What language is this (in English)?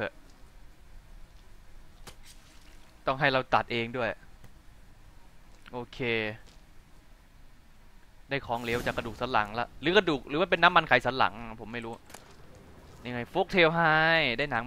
Thai